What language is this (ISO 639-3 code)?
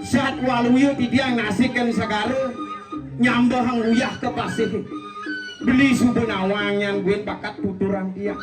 ban